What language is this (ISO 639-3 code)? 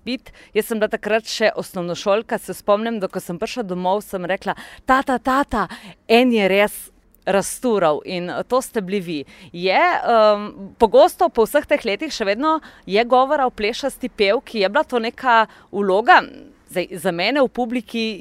slv